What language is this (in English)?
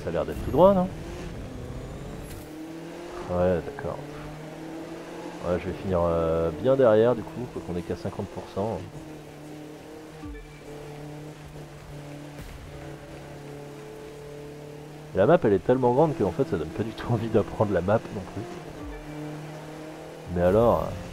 French